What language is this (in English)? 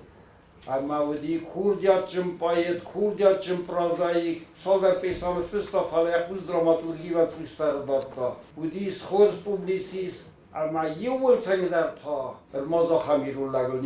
Ossetic